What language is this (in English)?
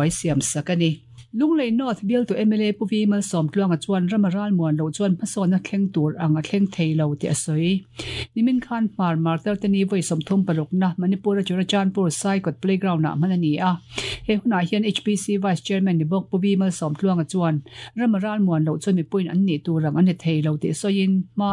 Mizo